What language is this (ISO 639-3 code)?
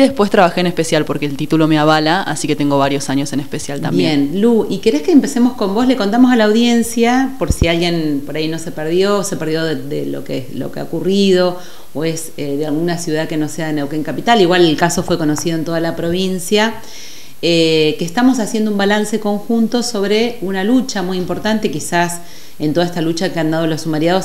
spa